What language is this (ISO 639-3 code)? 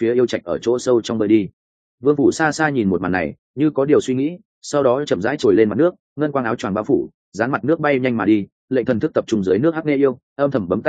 vie